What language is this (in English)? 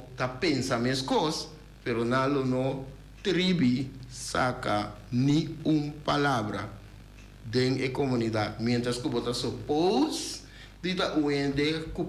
Papiamento